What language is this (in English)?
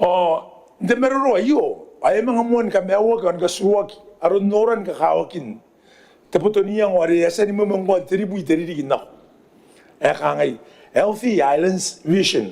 Gilbertese